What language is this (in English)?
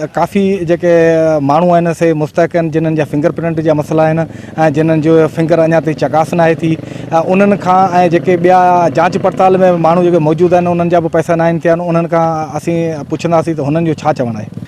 Sindhi